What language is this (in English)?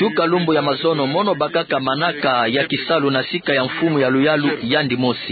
Kituba (Democratic Republic of Congo)